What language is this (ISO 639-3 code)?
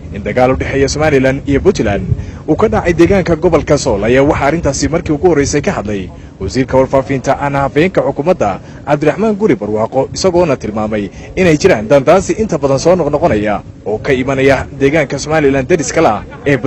som